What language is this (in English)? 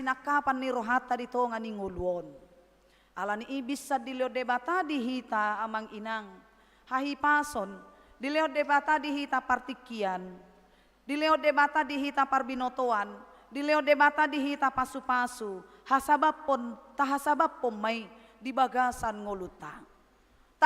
Batak Toba